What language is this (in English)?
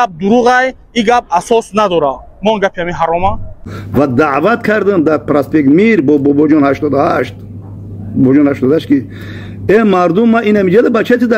Tajik